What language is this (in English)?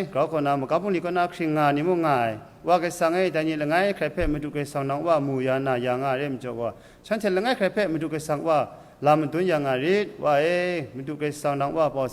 Kachin